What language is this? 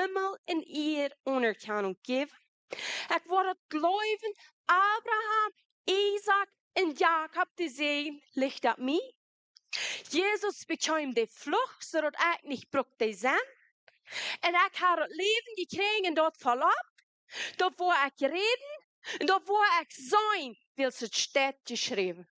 Plautdietsch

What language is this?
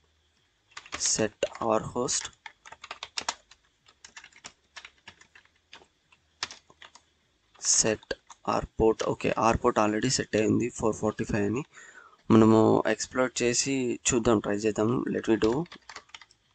Telugu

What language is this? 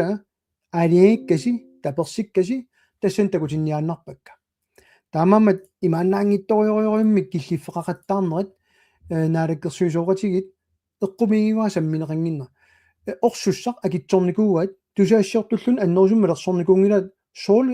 Kalaallisut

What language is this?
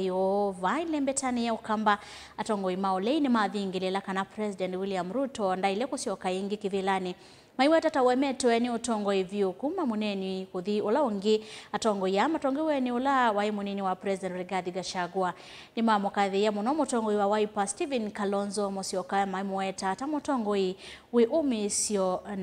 Kamba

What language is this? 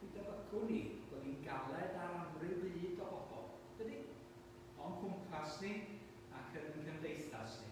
Welsh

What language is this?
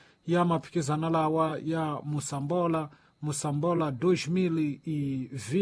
Tsonga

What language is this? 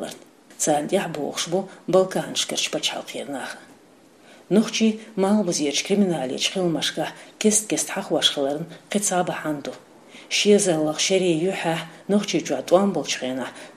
Chechen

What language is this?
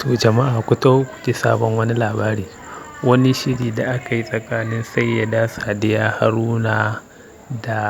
Hausa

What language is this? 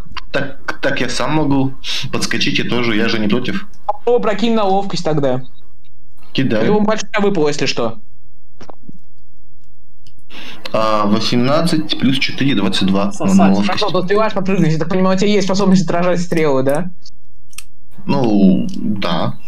Russian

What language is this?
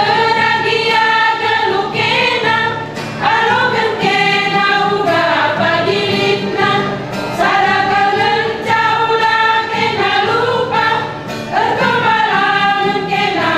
Batak Karo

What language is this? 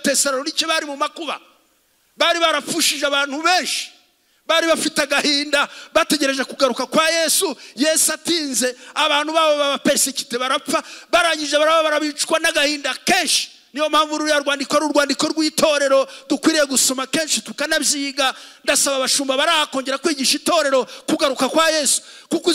Kinyarwanda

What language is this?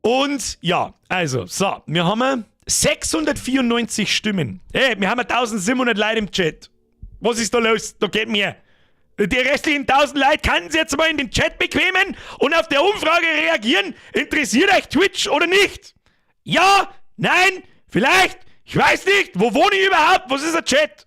Bavarian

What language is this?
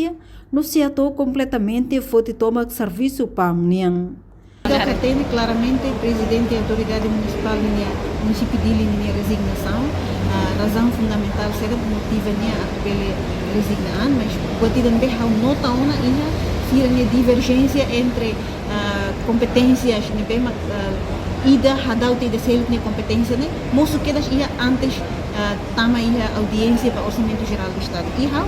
Tetum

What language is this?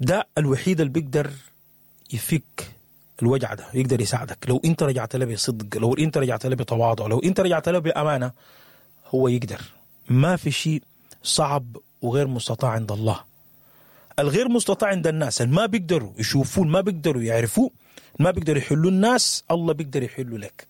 Sudanese Arabic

